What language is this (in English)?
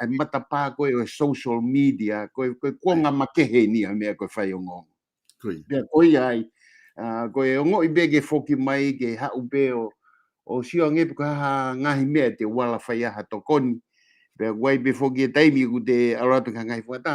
Tongan